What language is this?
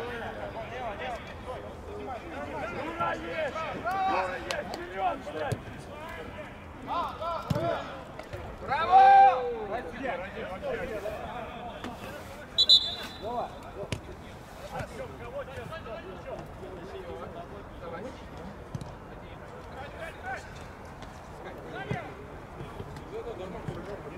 Russian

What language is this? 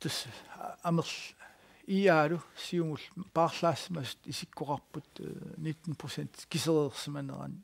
Kalaallisut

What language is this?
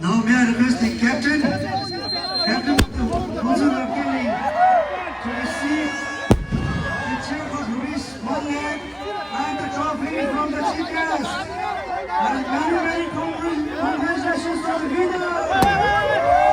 Tibetan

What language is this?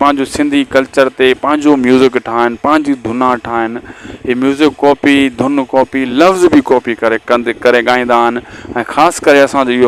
Sindhi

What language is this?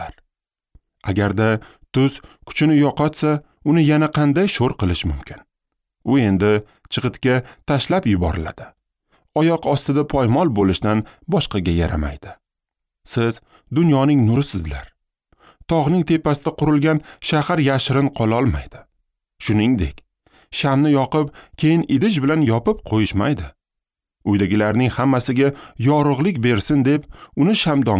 Uzbek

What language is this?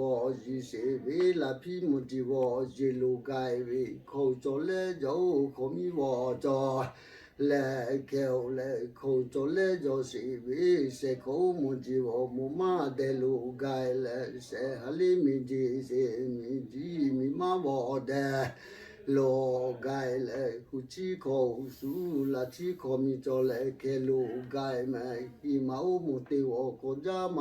Lahu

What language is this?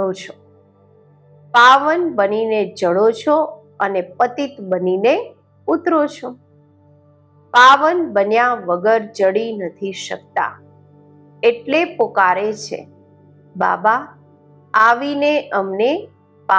Gujarati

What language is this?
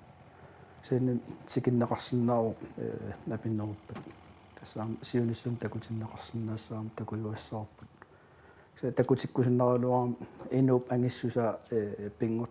Kalaallisut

